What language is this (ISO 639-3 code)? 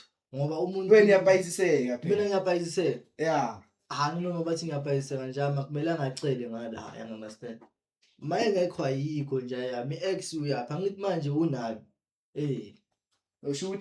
zul